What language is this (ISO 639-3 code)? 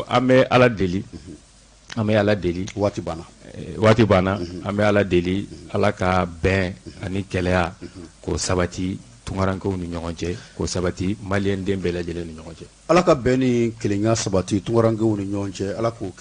bam